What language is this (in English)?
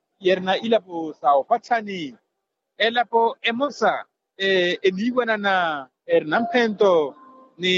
Makhuwa